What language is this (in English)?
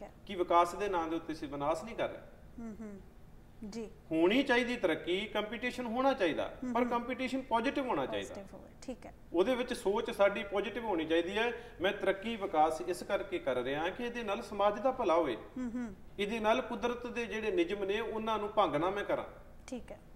Punjabi